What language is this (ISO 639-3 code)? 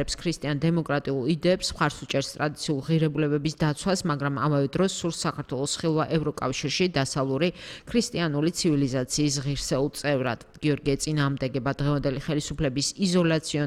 kat